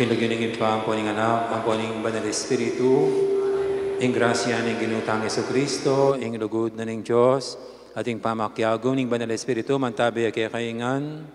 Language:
Pampanga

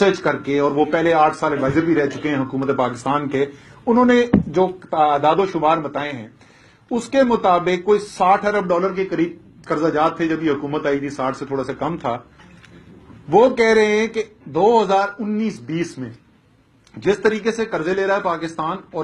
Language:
Urdu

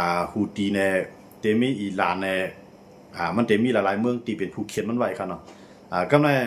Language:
Shan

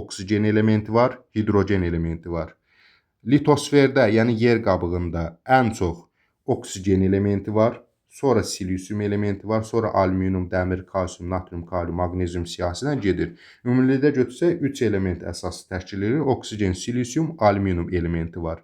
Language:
Azerbaijani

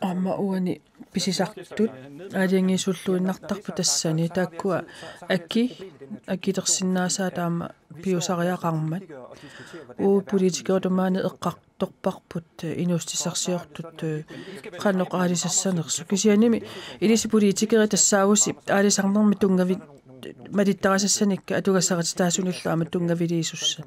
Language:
Kalaallisut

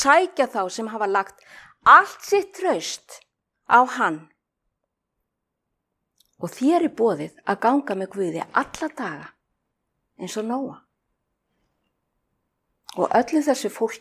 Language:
Icelandic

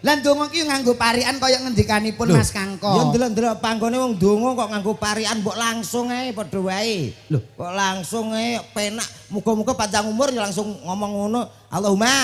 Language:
Javanese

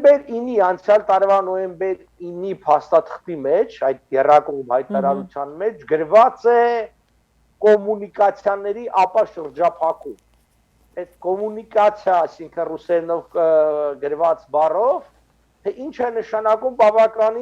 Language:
Western Armenian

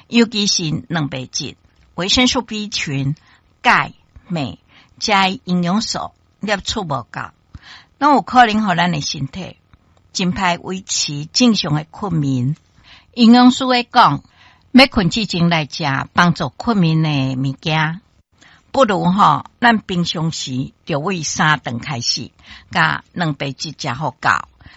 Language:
Min Nan Chinese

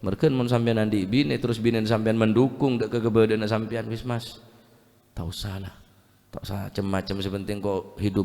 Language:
Madurese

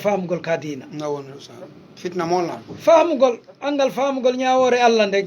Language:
Fula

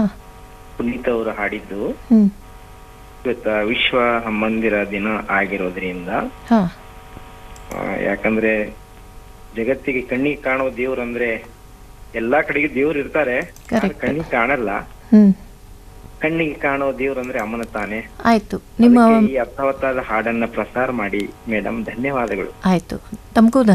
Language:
Kannada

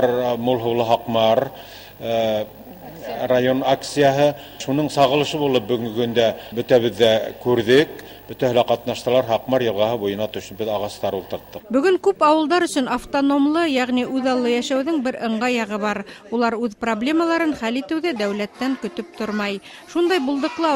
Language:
Bashkir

